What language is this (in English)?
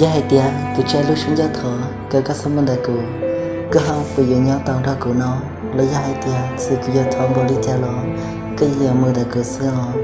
Hmong